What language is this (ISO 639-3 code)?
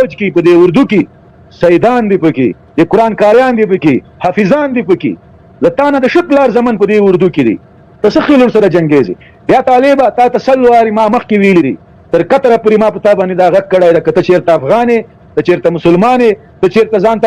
pus